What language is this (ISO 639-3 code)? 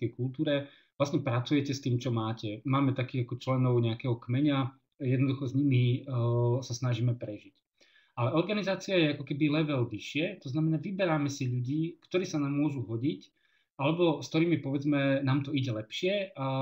slk